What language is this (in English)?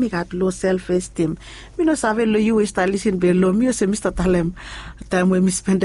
Bislama